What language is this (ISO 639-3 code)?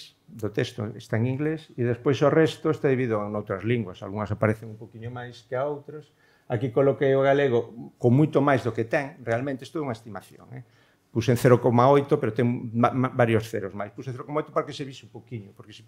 glg